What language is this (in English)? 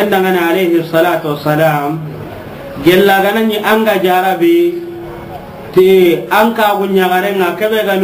Soninke